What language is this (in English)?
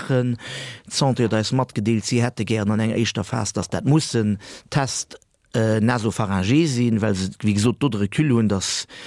Luxembourgish